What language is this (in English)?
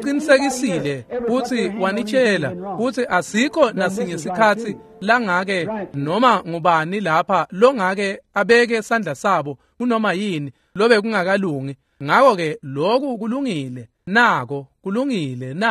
Swati